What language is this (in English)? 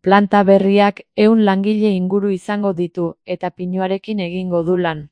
Basque